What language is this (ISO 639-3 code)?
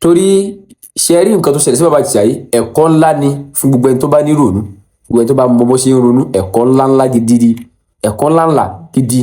yor